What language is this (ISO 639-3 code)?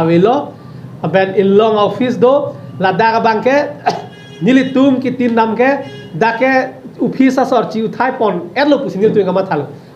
mjw